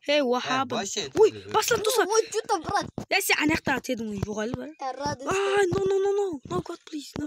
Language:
Kara-Kalpak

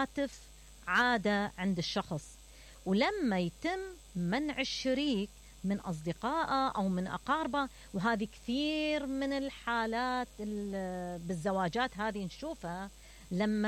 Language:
Mesopotamian Arabic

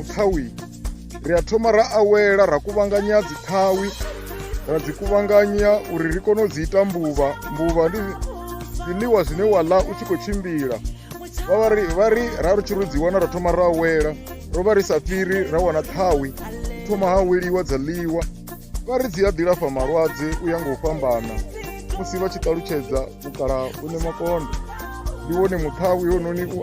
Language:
Venda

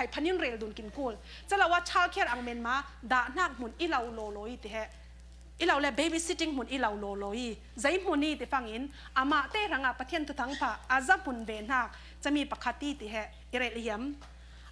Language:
Falam Chin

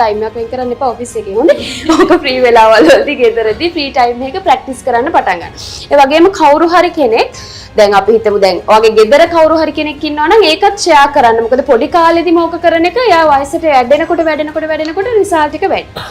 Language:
Sinhala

